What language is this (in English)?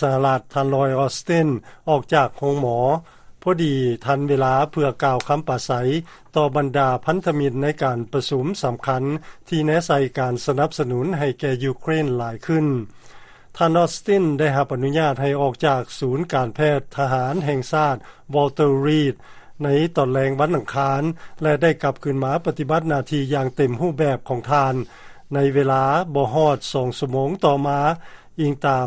Lao